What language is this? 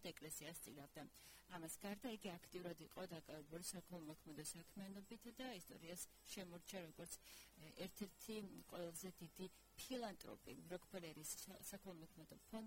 Georgian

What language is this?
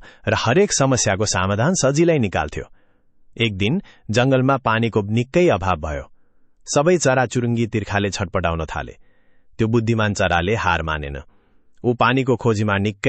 Nepali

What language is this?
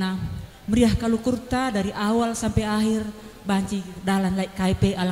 Batak Karo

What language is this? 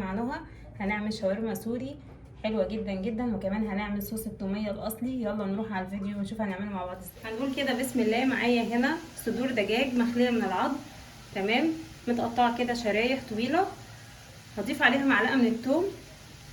Egyptian Arabic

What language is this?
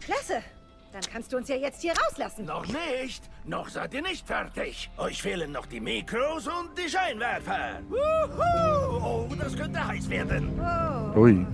Swiss German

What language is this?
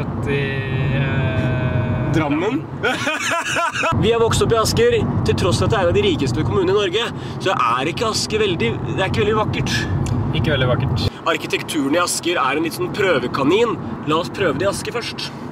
Norwegian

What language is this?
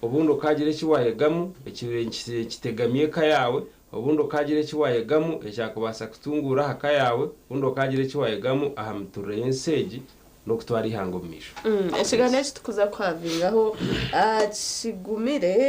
Nyankole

